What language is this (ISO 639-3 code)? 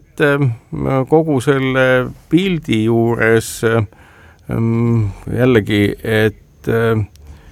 est